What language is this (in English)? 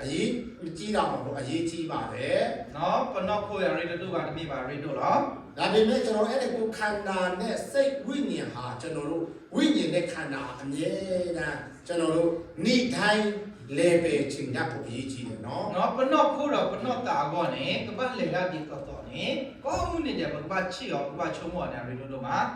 S'gaw Karen